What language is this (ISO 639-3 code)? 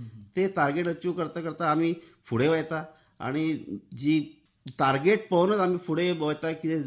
kok